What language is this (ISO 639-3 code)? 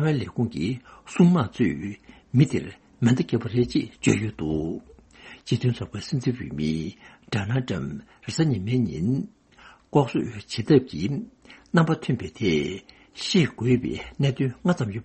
bod